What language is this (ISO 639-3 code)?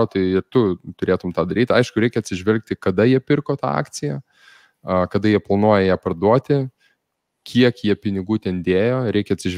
lit